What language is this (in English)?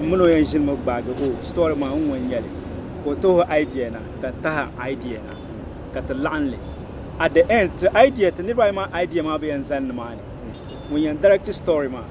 Dagbani